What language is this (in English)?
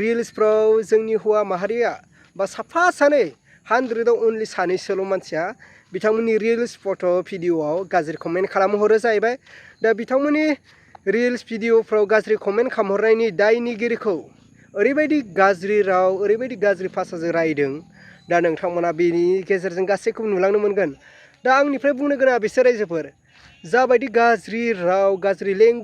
Bodo